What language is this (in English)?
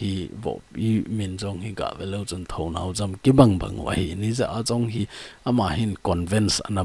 Thado Chin